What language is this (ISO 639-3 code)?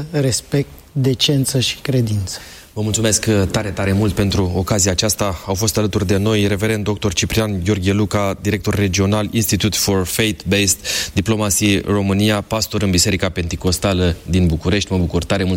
ron